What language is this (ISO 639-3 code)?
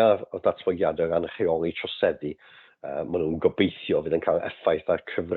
cym